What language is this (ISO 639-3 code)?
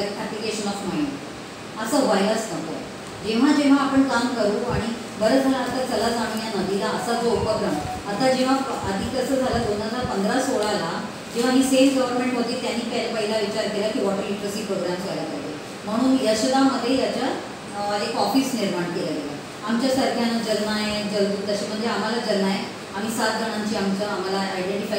mar